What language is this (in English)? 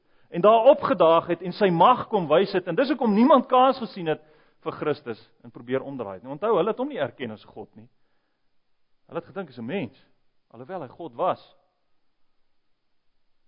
Afrikaans